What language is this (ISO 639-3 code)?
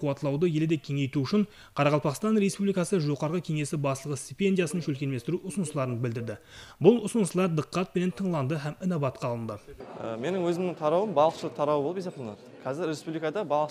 kaa